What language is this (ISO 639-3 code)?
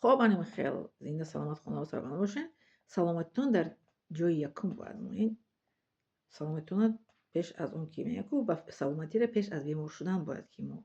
tgk